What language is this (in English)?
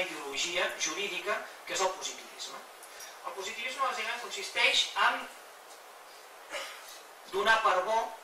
Catalan